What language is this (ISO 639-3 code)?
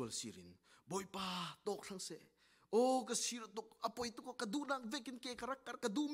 cfm